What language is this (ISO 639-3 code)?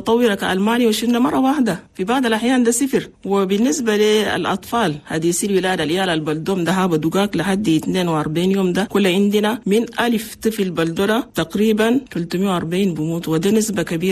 shu